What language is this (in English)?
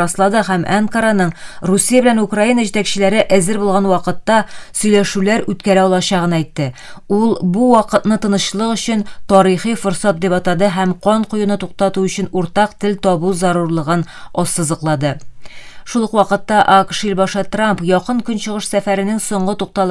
Tatar